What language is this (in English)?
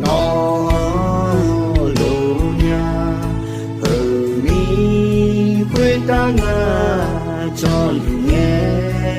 Akha